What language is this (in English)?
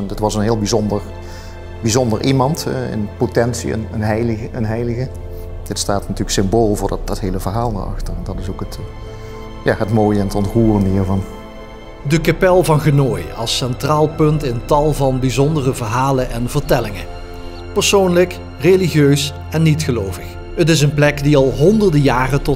Dutch